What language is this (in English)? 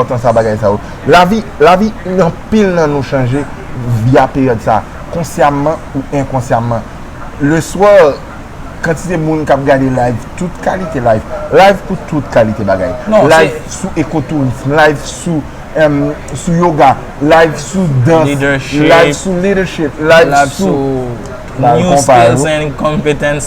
Haitian Creole